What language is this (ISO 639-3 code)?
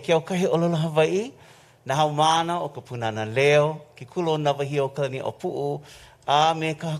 haw